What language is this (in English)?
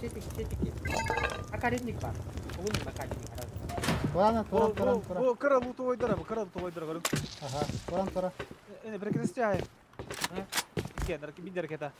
Yakut